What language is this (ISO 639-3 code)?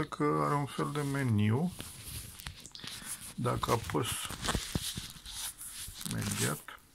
ron